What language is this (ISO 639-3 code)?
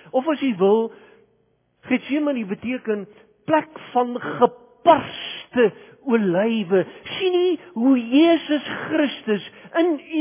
afr